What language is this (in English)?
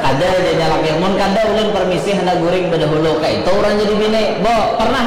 Banjar